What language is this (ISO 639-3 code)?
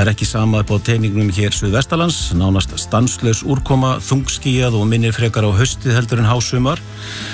isl